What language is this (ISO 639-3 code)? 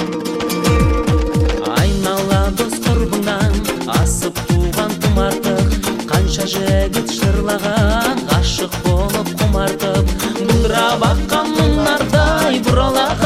kaz